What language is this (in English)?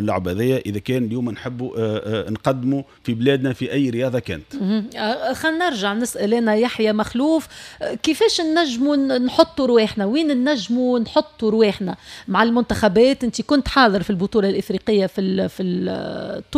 Tunisian Arabic